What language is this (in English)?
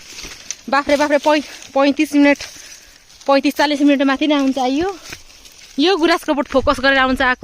Nepali